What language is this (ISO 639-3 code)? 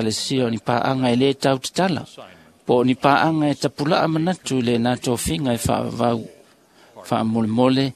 smo